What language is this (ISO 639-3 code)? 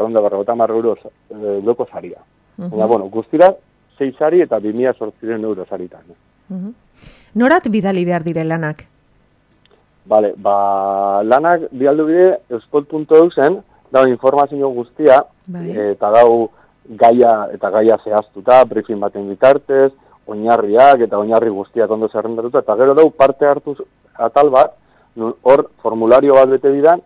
eus